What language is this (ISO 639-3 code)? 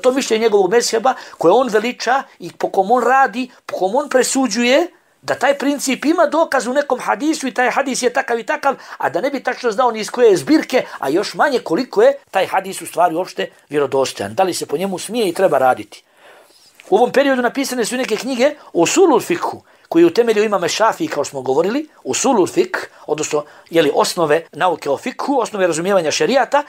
bos